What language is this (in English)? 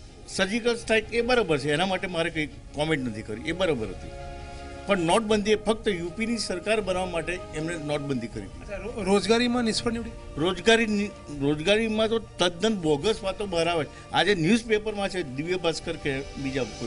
Gujarati